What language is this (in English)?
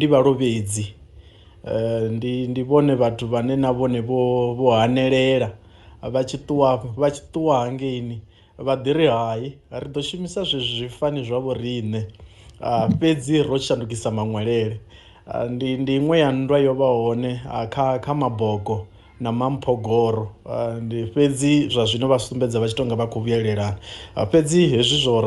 Venda